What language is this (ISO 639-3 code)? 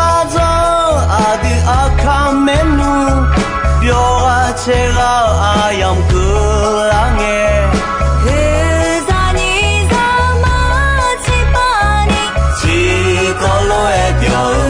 ahk